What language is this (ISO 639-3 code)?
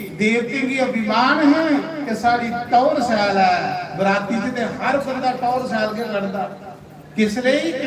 doi